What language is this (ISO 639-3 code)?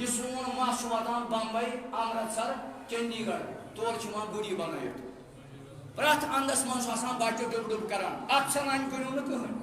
kas